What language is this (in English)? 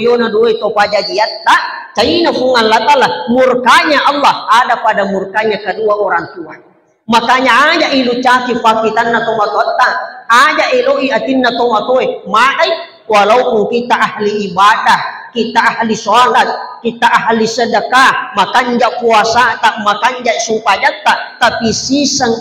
Buginese